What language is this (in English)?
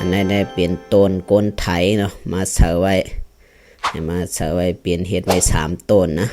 Shan